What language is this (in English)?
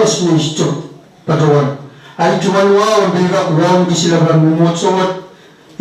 Pohnpeian